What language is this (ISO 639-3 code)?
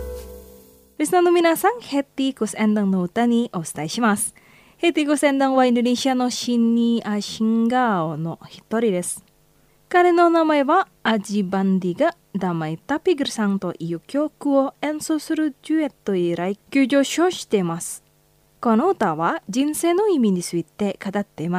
jpn